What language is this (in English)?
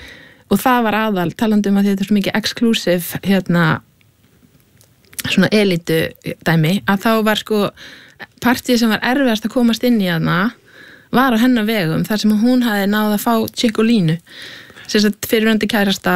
Icelandic